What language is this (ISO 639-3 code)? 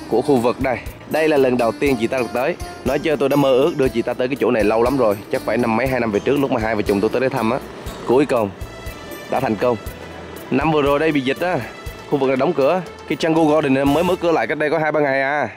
vie